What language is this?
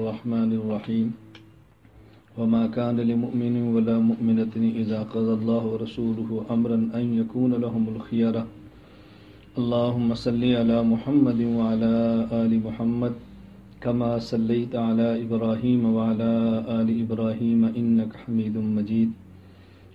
Urdu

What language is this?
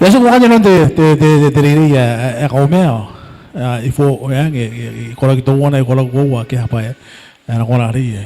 Gilbertese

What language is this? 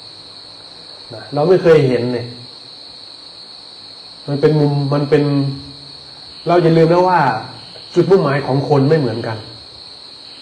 Thai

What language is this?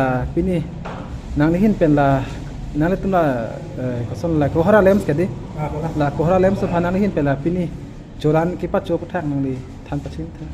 Karbi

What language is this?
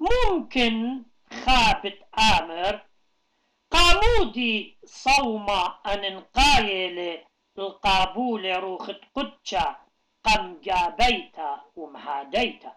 Assyrian Neo-Aramaic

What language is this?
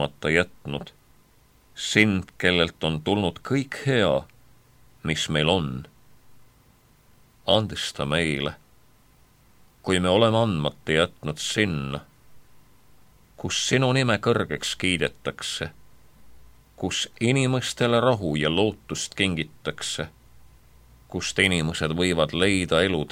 Estonian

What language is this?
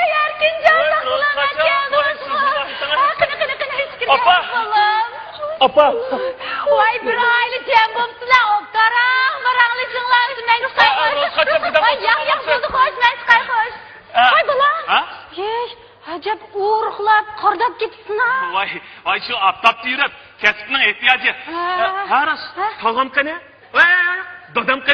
Uyghur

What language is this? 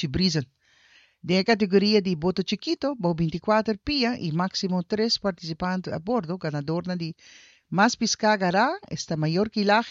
Papiamento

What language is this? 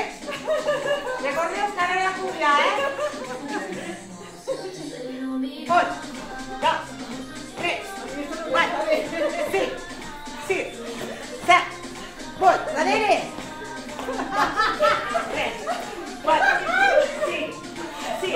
Catalan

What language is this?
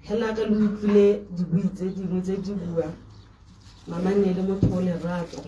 Tswana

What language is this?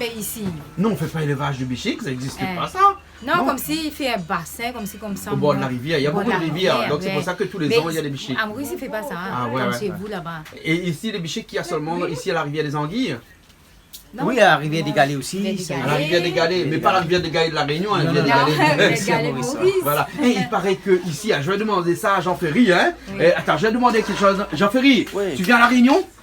Réunion Creole French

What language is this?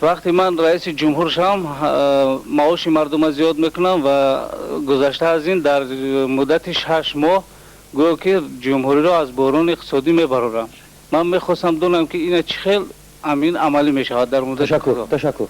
Tajik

